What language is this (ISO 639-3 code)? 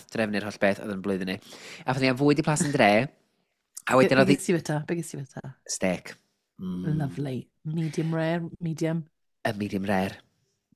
cym